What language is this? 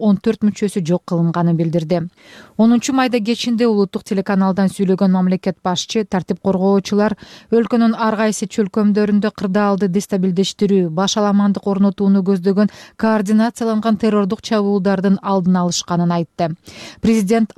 Kyrgyz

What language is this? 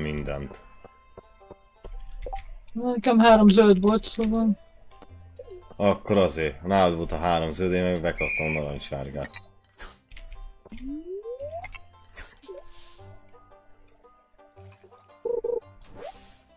Hungarian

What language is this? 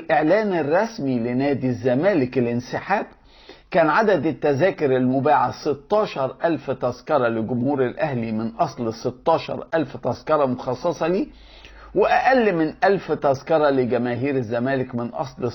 Egyptian Arabic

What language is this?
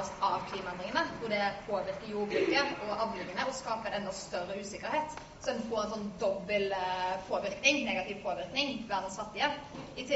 Norwegian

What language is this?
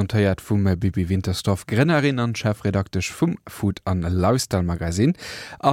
Luxembourgish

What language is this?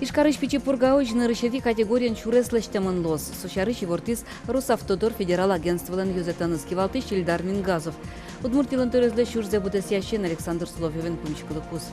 Udmurt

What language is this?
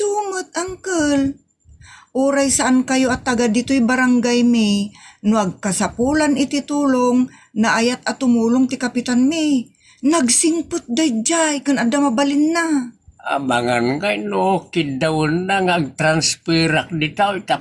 Iloko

